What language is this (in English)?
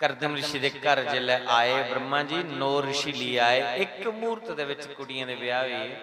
Dogri